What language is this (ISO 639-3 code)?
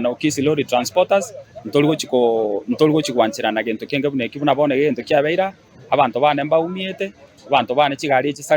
guz